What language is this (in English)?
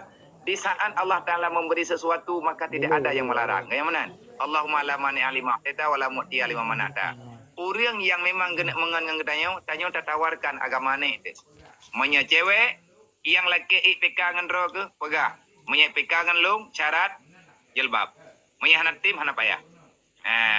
Achinese